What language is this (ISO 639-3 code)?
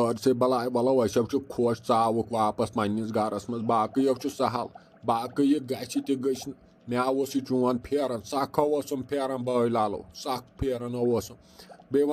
kas